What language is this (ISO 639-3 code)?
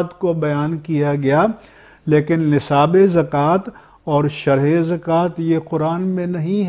urd